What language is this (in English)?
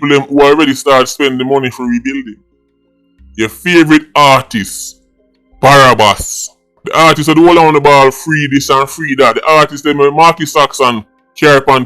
Jamaican Creole English